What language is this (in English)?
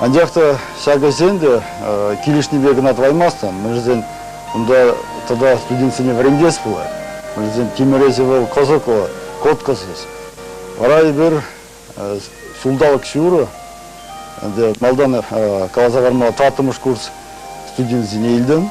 Chuvash